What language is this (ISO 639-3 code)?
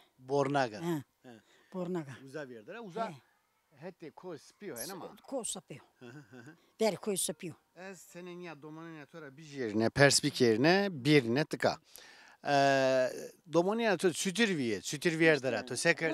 zza